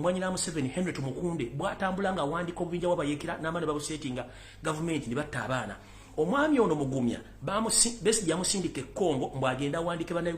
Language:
Ganda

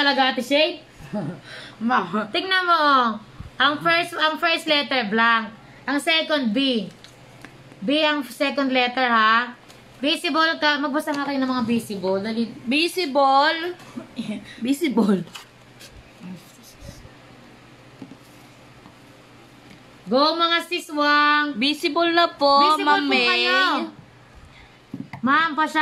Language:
Filipino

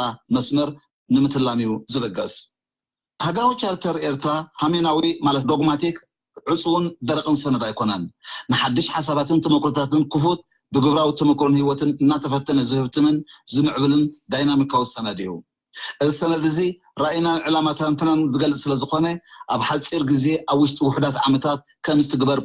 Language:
Tigrinya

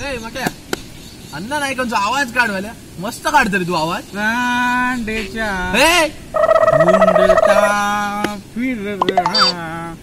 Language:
Konkani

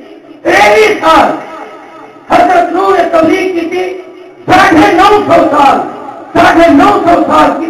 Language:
Saraiki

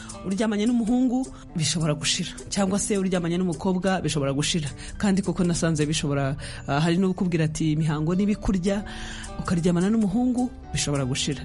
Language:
Kinyarwanda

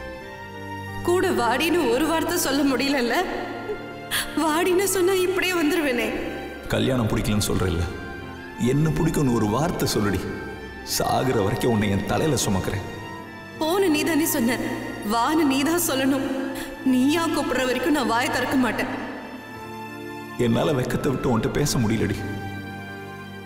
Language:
Tamil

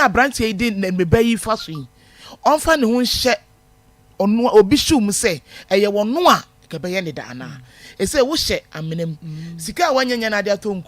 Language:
Akan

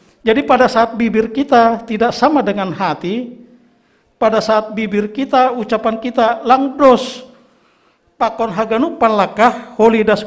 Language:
Batak Simalungun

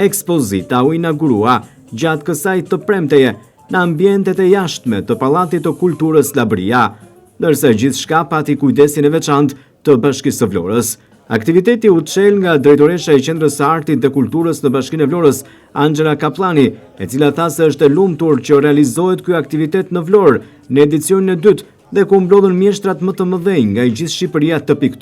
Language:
Albanian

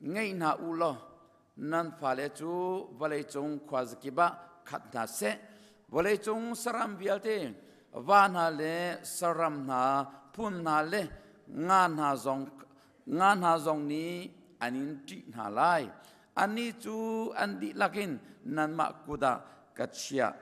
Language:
Hakha Chin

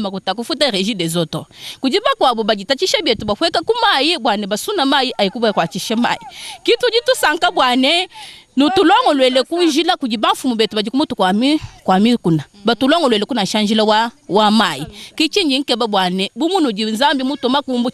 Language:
Luba-Lulua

